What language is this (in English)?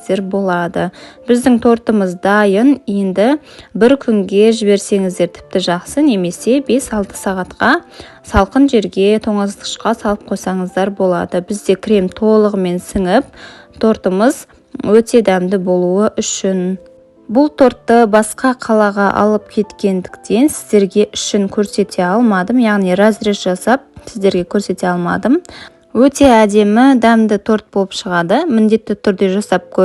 Kazakh